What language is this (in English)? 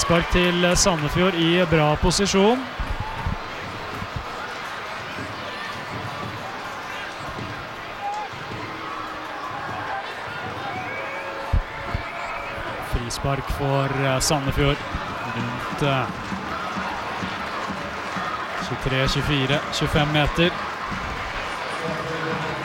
Norwegian